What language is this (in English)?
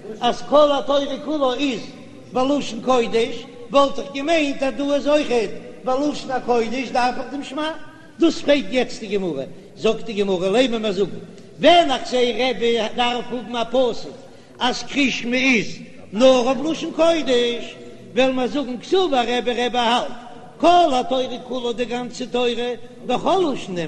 Yiddish